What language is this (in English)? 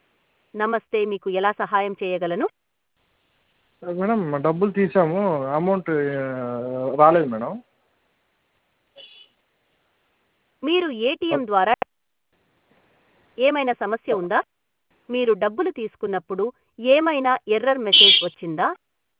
Telugu